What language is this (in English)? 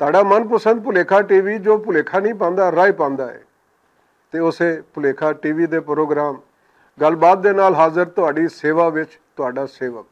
Western Panjabi